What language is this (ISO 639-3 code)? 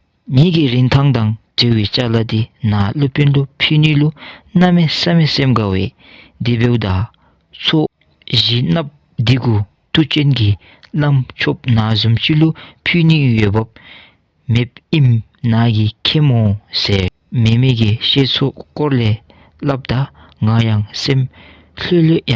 dzo